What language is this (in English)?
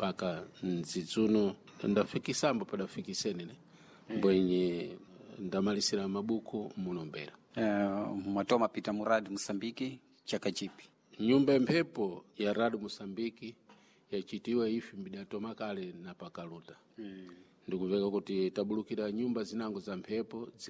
Sena